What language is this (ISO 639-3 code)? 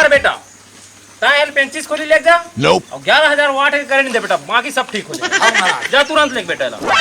hne